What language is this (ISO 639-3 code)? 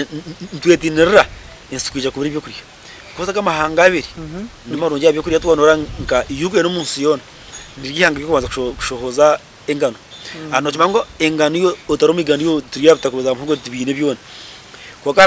nyn